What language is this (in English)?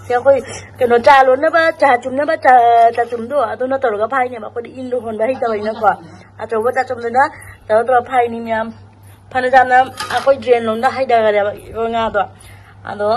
Manipuri